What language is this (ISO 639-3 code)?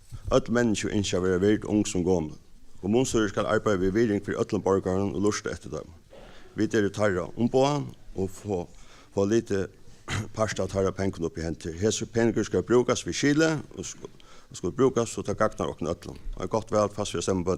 fao